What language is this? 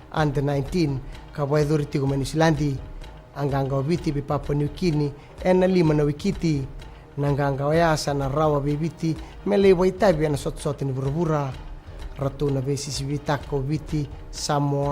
Fijian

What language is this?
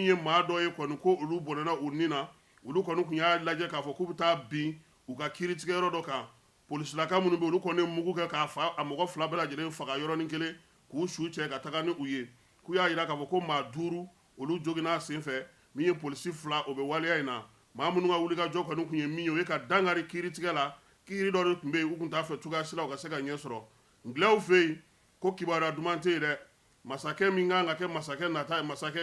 Bambara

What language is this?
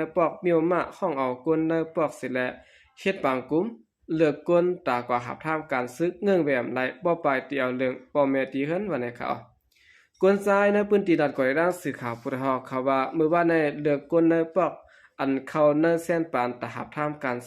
Shan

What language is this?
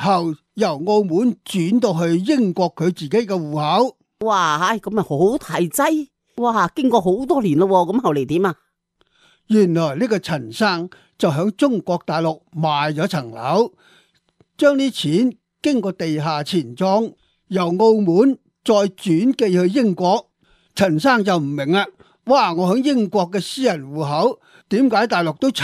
Cantonese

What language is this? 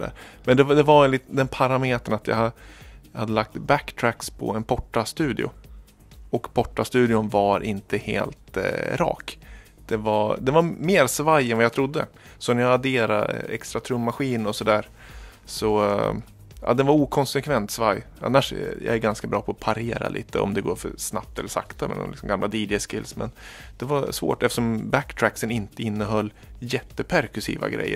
Swedish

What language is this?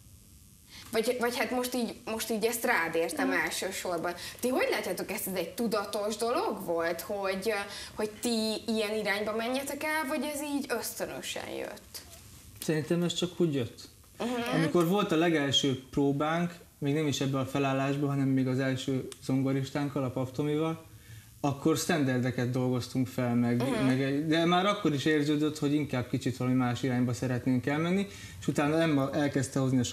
Hungarian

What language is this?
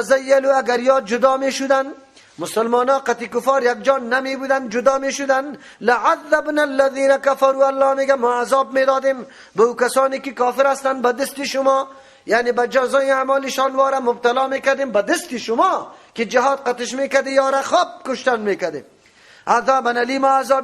Persian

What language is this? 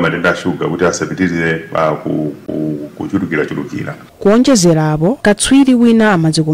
Nyanja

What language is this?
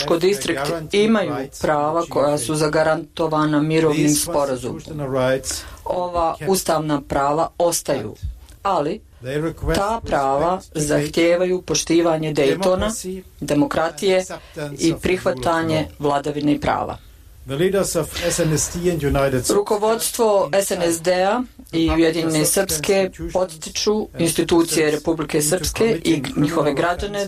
Serbian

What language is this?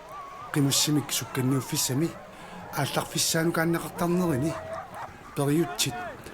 Kalaallisut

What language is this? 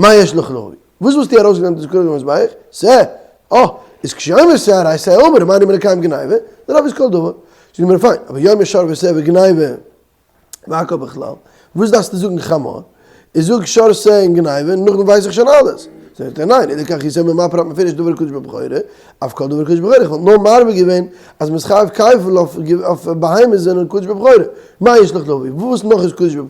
Yiddish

